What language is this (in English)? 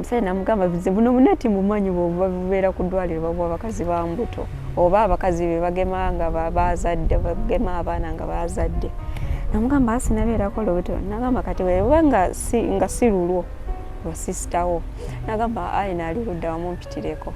Ganda